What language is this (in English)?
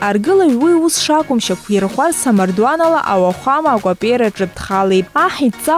Abkhazian